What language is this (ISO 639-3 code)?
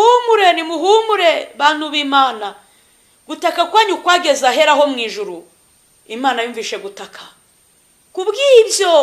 kin